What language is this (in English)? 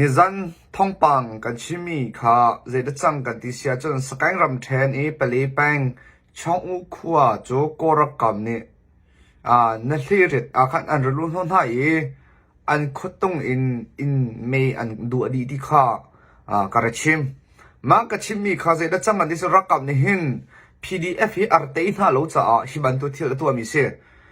Hakha Chin